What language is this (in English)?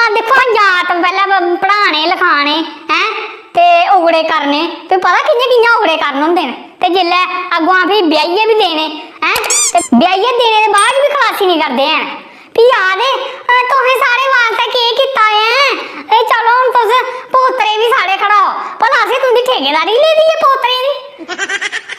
Dogri